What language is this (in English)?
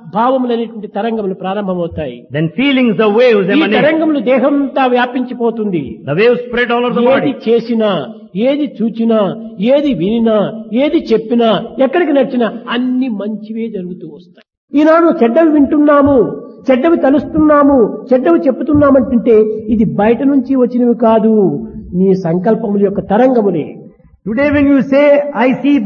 Telugu